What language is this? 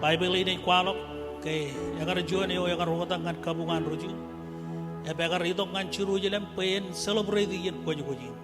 Marshallese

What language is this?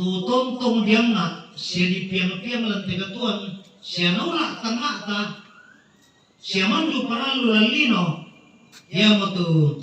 Toraja-Sa'dan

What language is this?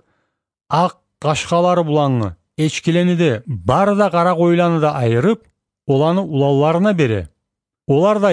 Kumyk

